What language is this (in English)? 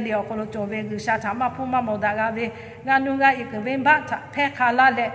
Lahu